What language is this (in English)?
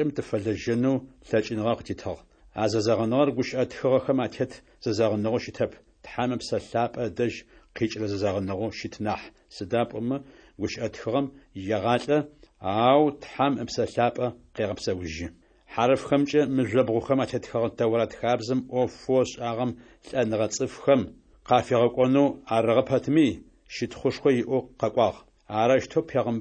Adyghe